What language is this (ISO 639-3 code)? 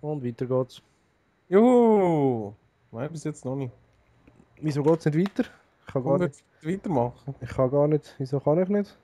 gsw